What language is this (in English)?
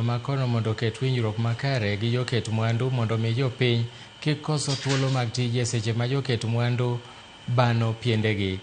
Luo (Kenya and Tanzania)